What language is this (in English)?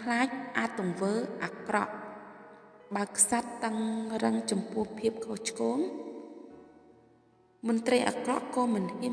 Khmer